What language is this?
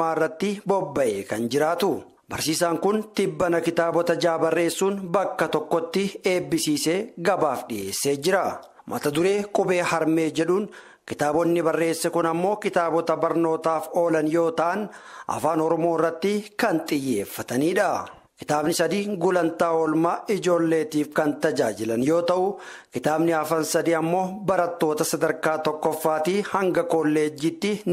Oromo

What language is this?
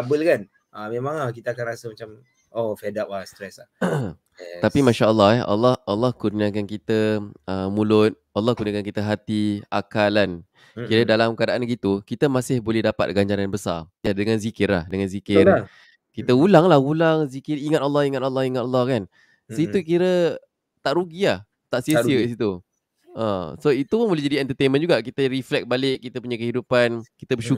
Malay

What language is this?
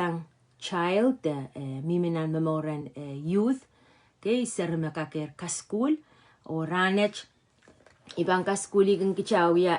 Pohnpeian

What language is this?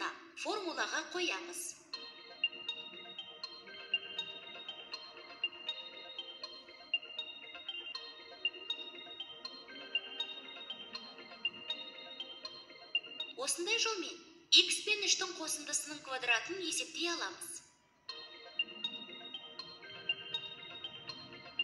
Kazakh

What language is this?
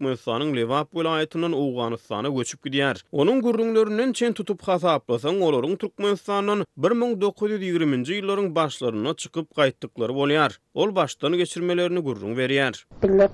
Turkmen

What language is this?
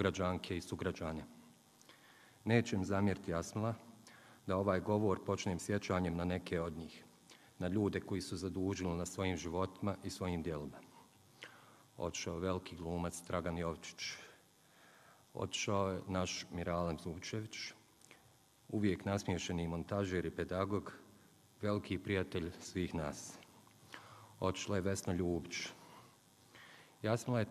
Bosnian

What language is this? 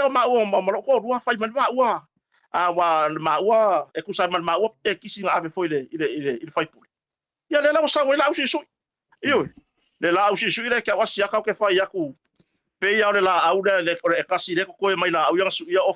Samoan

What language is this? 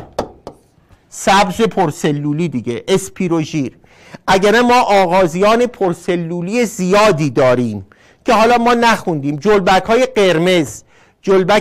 Persian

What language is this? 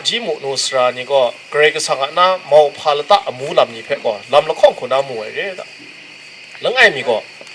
Kachin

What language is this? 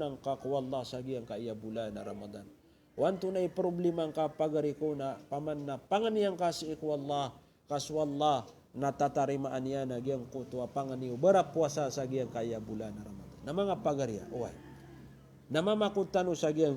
Maranao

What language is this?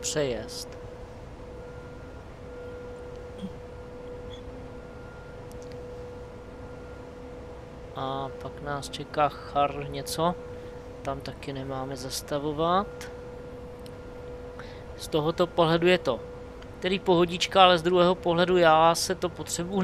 Czech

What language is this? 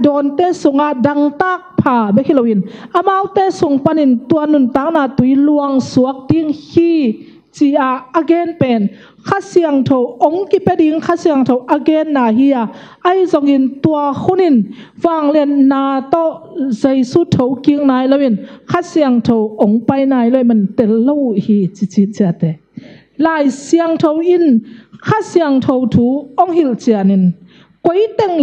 Tedim Chin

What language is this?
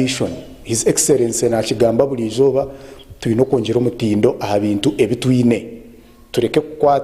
Nyankole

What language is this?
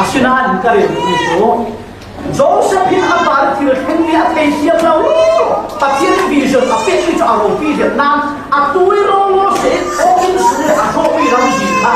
Falam Chin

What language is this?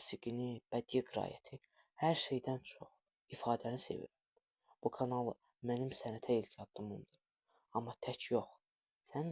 Azerbaijani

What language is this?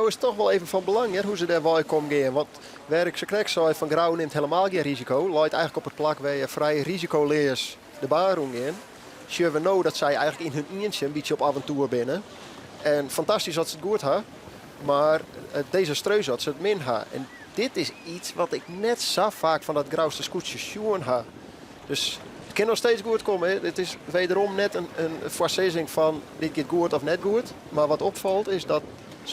Western Frisian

